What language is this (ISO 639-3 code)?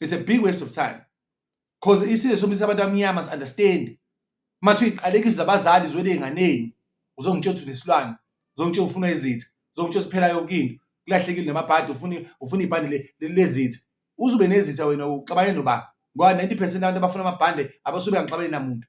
zul